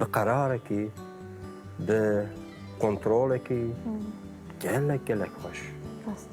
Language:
Kurdish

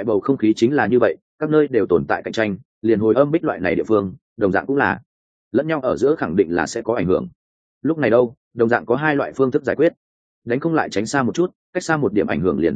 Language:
Vietnamese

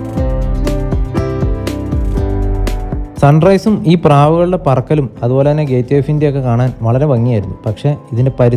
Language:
Malayalam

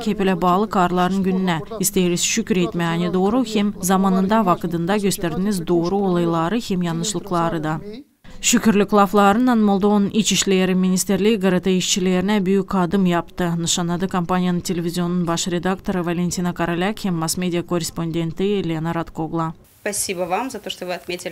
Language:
Gagauz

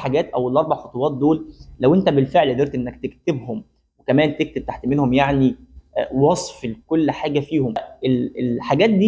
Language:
Egyptian Arabic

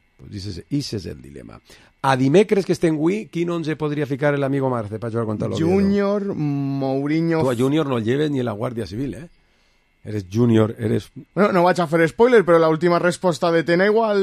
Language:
Catalan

